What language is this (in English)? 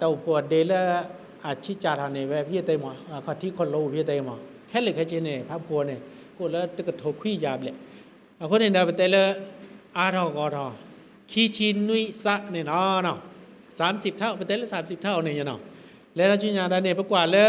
S'gaw Karen